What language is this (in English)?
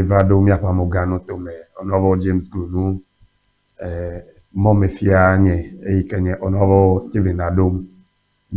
Ewe